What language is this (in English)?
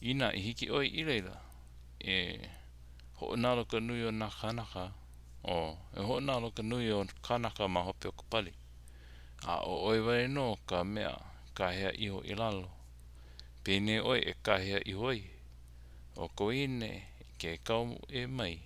Hawaiian